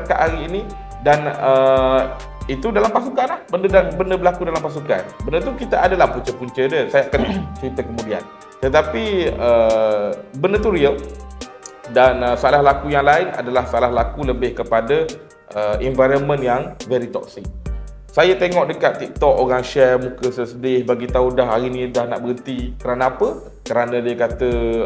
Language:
Malay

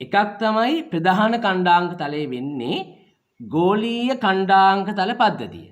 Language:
Sinhala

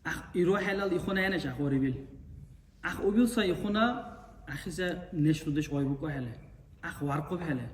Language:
Dargwa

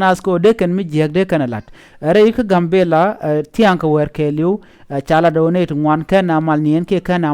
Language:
Nuer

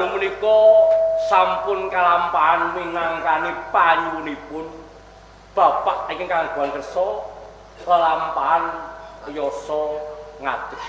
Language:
Javanese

